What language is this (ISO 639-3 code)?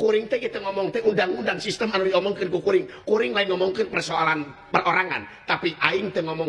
sun